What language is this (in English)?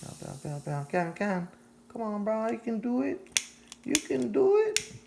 Hawaiian